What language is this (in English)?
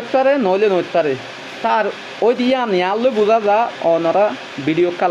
Rohingya